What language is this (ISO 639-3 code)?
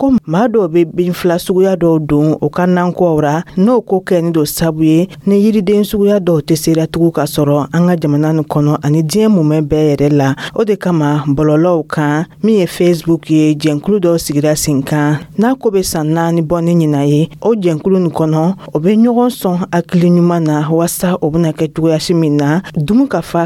dyu